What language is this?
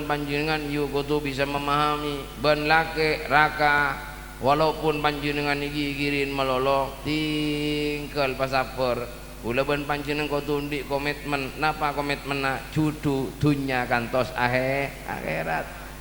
Madurese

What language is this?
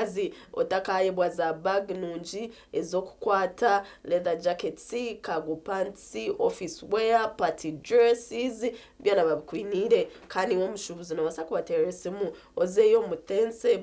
Nyankole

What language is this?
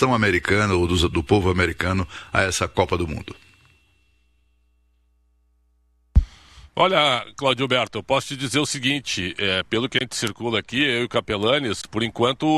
Portuguese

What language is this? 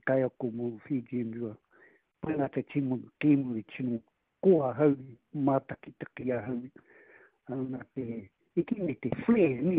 Māori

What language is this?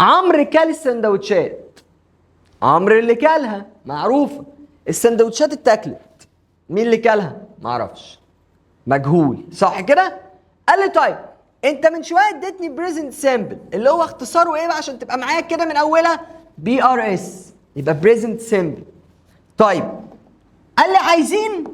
Egyptian Arabic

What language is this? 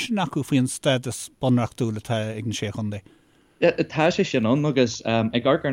Irish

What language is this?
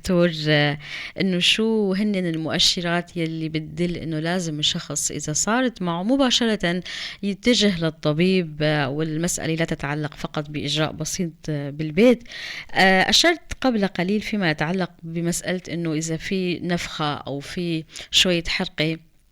North Levantine Arabic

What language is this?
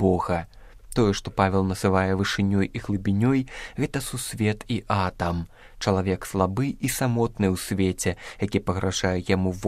Belarusian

